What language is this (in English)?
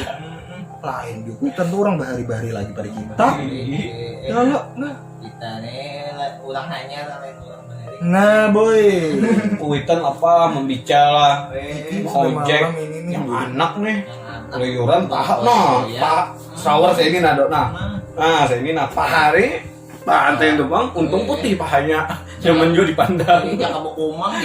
Banjar